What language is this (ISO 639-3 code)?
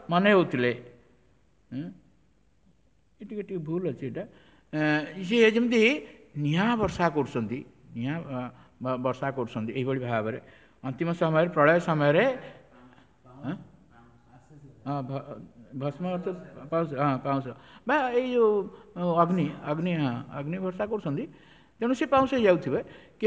ori